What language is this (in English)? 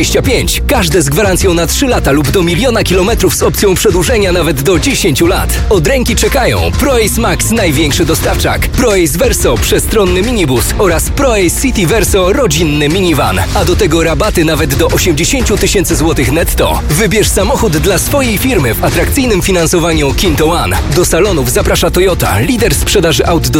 Polish